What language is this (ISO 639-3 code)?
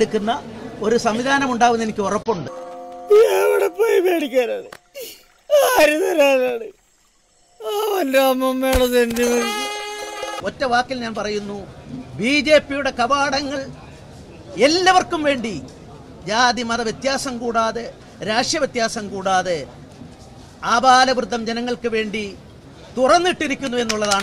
mal